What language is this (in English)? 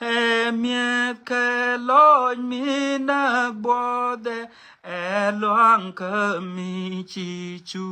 Nuer